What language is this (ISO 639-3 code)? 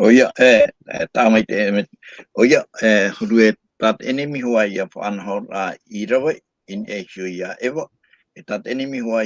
tah